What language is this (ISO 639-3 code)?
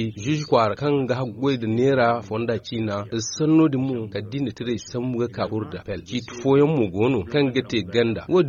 dje